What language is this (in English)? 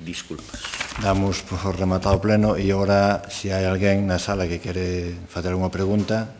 Galician